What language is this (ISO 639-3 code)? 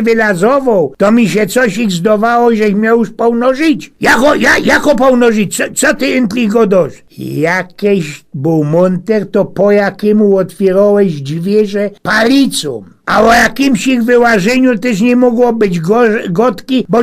szl